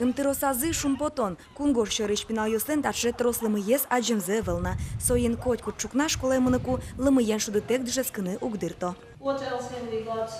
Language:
Udmurt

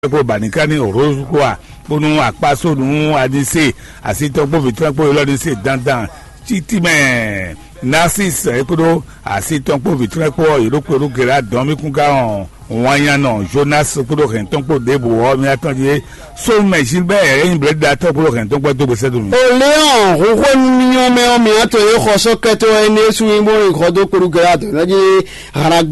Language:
Fon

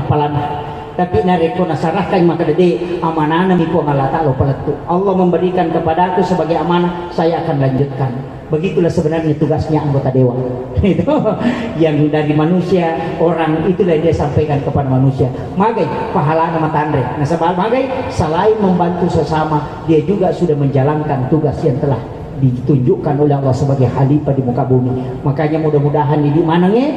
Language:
Buginese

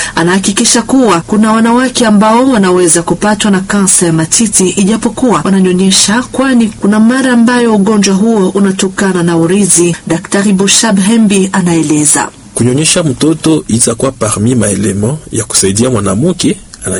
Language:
Swahili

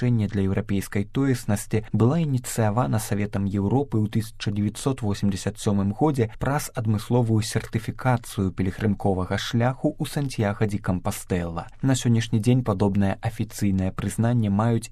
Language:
Belarusian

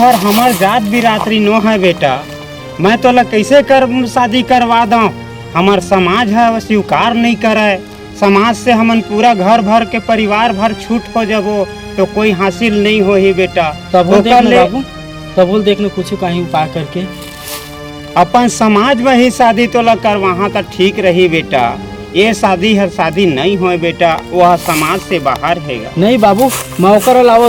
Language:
Chhattisgarhi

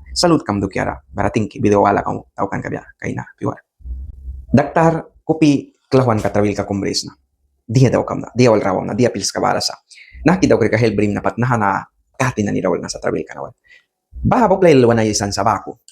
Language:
Mískito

